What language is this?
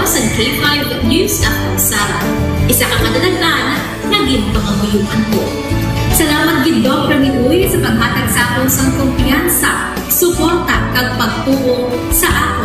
Hiligaynon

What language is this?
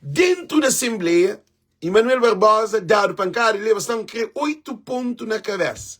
Kabuverdianu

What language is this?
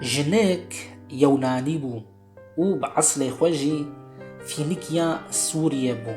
Kurdish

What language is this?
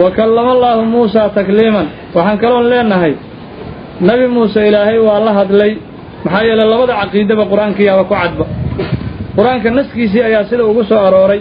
Somali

